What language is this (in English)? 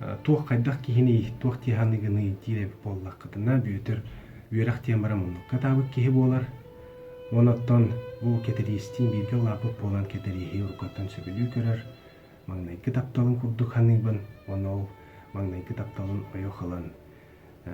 Yakut